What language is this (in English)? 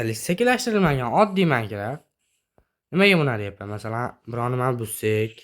Uzbek